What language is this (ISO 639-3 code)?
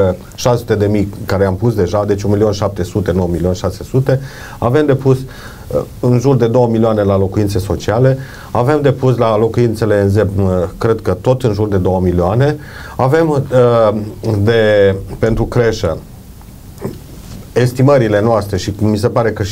ron